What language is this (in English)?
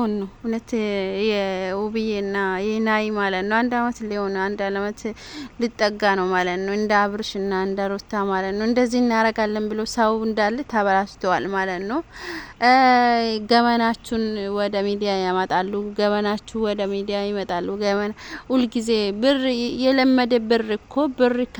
Amharic